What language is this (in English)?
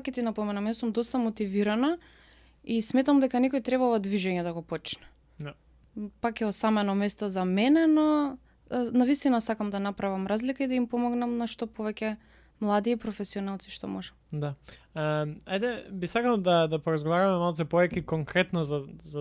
Macedonian